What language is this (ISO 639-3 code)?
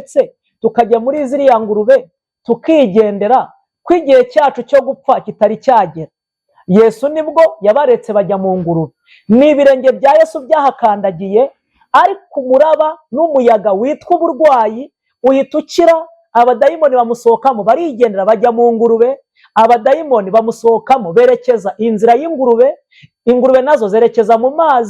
kin